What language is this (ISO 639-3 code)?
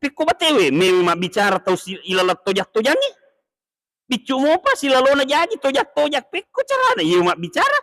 bug